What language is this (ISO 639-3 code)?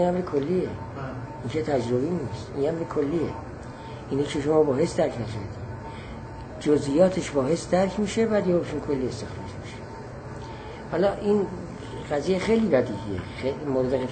fas